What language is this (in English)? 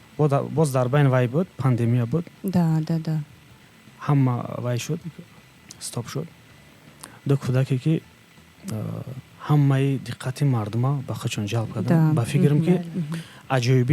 Tajik